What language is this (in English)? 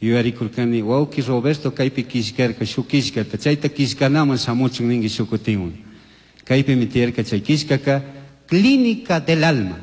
Chimborazo Highland Quichua